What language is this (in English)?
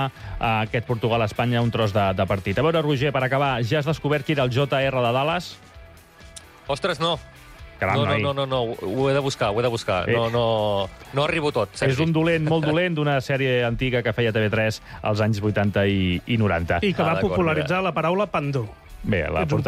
Catalan